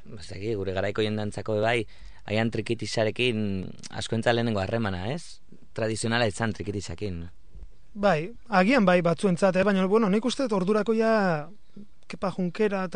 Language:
Basque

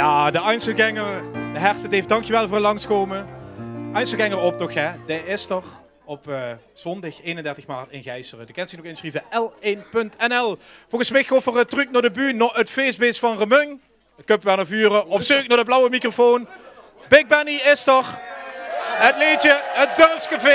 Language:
Limburgish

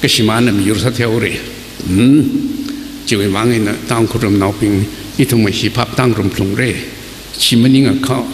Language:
Tangkhul Naga (India)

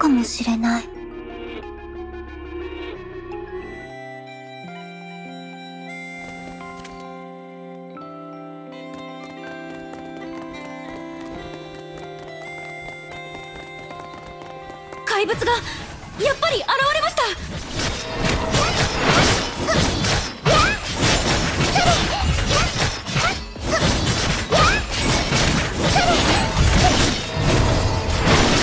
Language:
Japanese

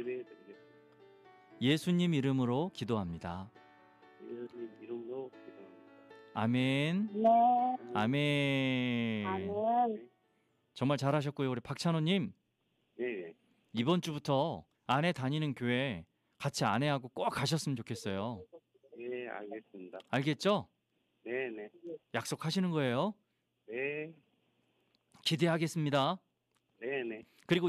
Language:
Korean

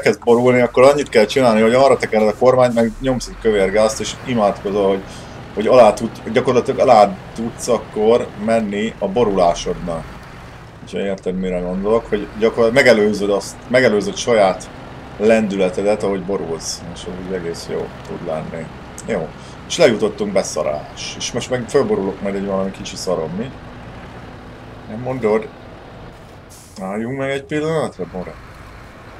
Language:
Hungarian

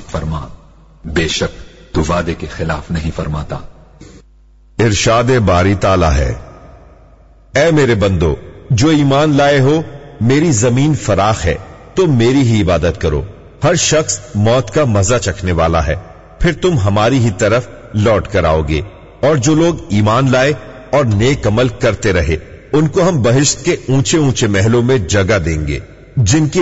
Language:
Urdu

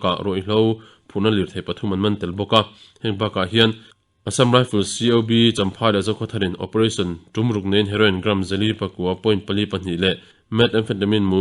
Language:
Mizo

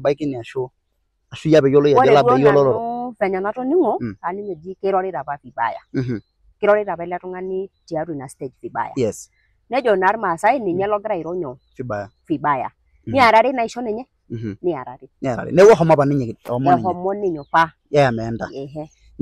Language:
Masai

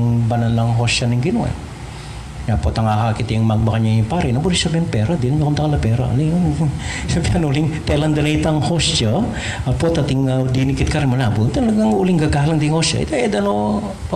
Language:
Pampanga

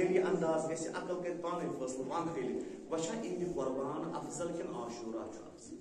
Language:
Kashmiri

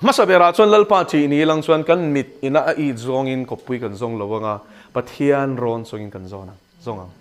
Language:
Mizo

